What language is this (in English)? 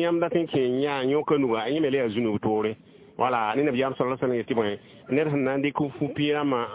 Mossi